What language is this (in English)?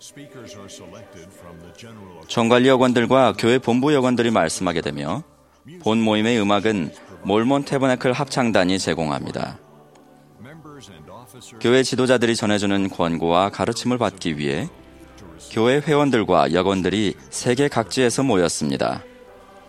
Korean